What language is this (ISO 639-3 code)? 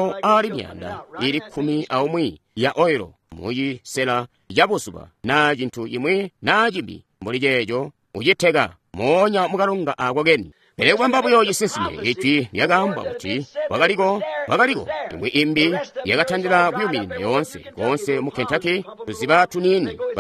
toi